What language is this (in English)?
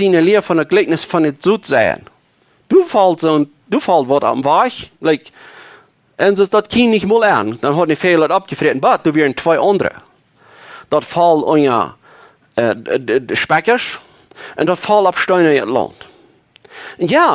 Plautdietsch